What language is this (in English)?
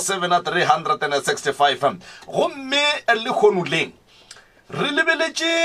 Northern Sotho